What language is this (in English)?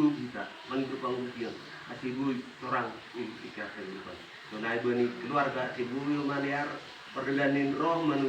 Batak Simalungun